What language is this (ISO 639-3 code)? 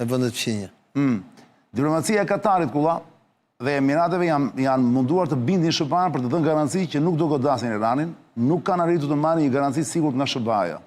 sqi